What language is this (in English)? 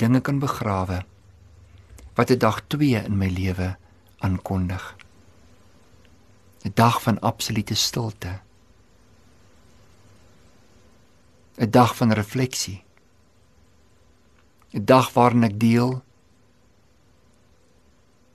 Afrikaans